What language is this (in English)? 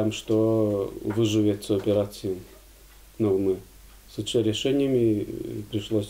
Udmurt